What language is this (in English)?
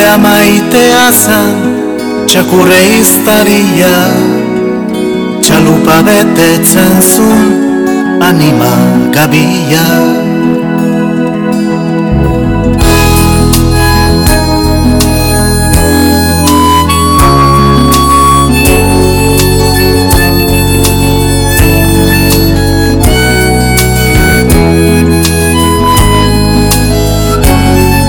Basque